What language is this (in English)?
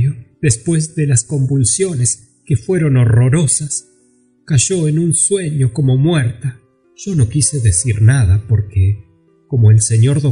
Spanish